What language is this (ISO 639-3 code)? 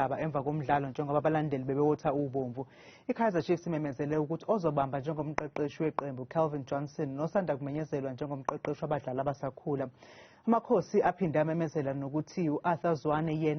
zul